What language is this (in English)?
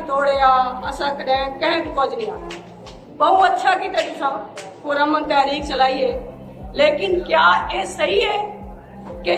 Saraiki